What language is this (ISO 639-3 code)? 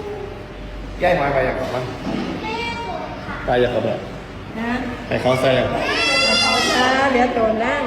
tts